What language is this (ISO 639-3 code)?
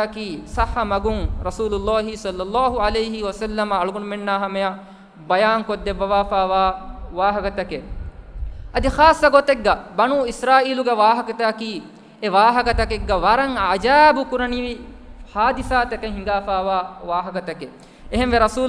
div